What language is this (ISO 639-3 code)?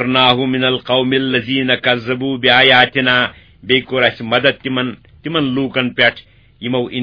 kas